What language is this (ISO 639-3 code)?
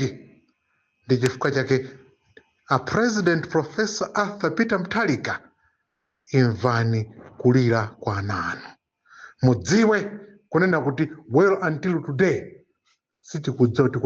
nya